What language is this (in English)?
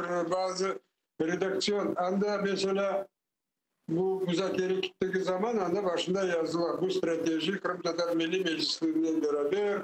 Crimean Tatar